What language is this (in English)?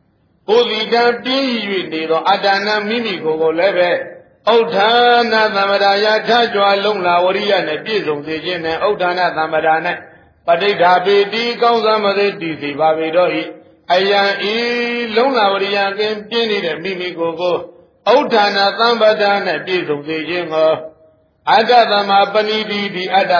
Burmese